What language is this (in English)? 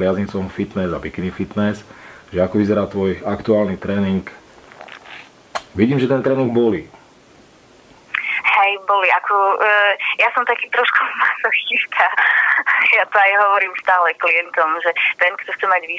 Slovak